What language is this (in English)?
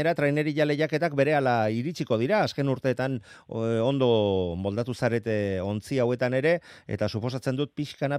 Basque